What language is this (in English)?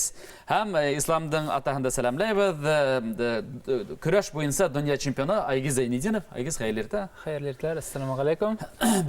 Bashkir